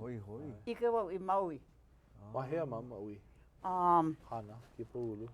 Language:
Hawaiian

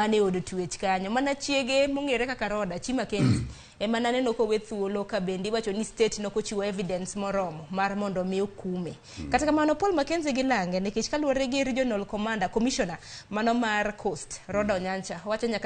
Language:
Luo (Kenya and Tanzania)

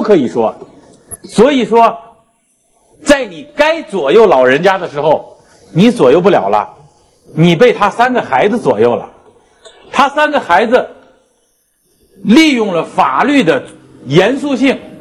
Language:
Chinese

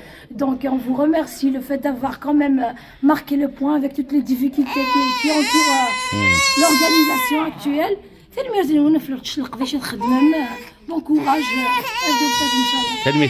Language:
Kabyle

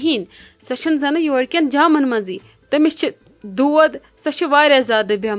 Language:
Kashmiri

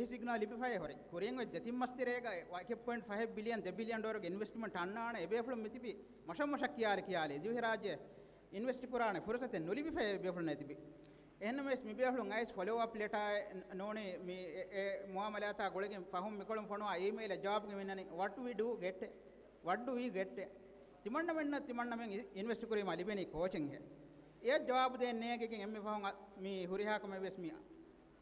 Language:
Divehi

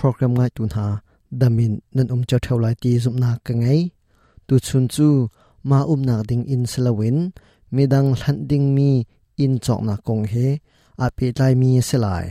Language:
Hakha Chin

